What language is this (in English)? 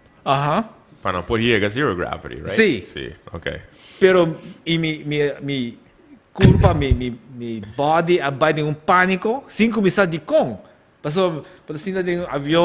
Papiamento